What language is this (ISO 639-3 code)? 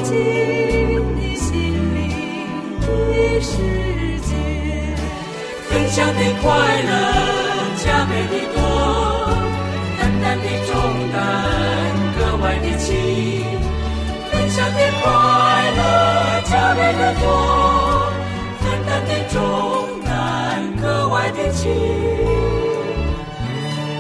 zho